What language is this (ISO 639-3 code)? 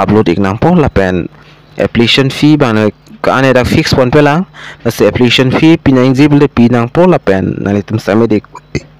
mjw